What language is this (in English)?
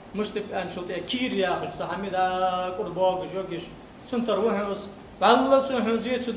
Ingush